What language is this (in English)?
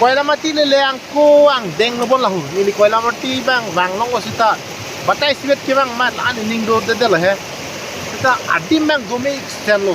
Karbi